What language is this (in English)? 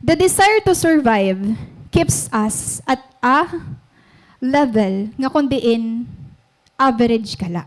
Waray